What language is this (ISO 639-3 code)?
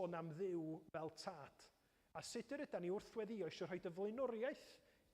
cym